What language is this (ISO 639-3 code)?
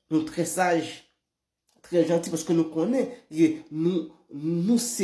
hat